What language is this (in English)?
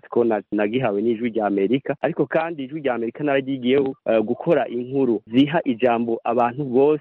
Kinyarwanda